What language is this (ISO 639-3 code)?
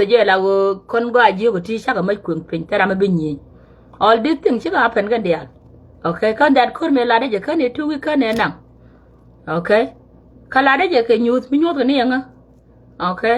nus